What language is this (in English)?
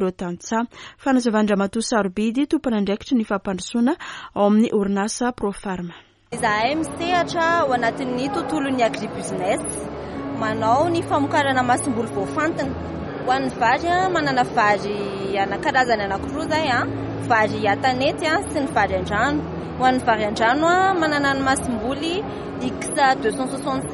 Malagasy